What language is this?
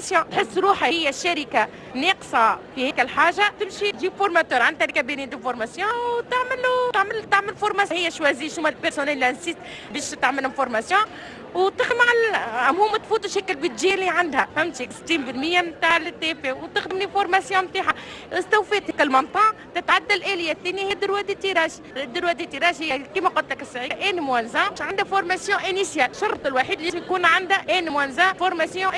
Tunisian Arabic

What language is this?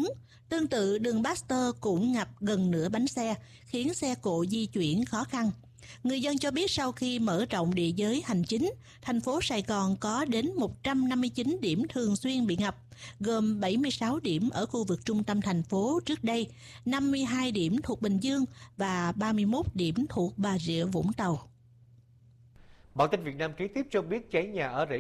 Vietnamese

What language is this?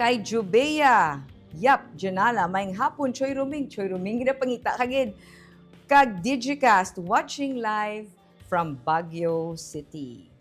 Hiligaynon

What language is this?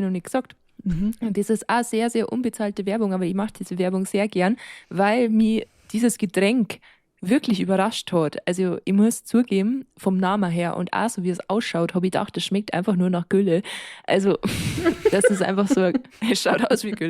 Bavarian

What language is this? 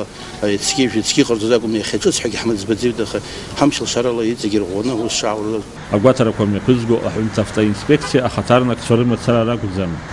Abkhazian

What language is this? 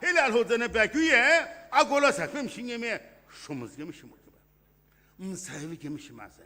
Sumi Naga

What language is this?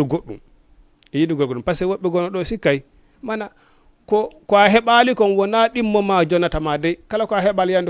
Fula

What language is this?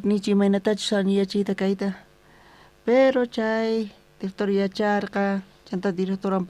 South Bolivian Quechua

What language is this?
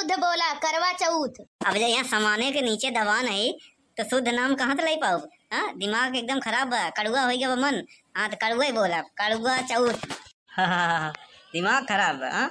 Awadhi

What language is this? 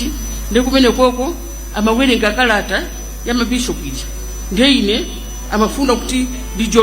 Nyanja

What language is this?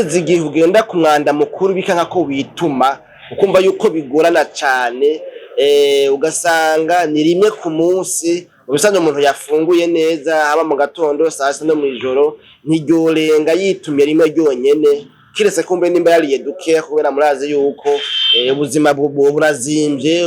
Rundi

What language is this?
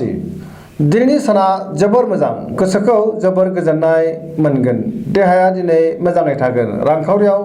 Bodo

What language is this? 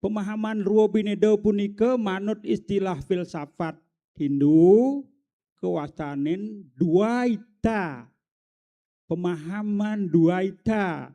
Balinese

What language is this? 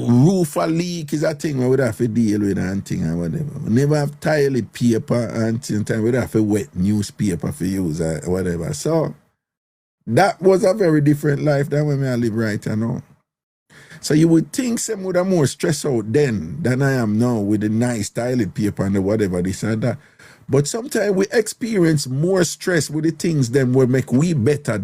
Jamaican Creole English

